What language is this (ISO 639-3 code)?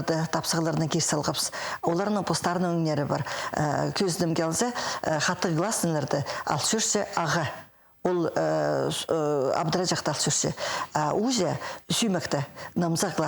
kjh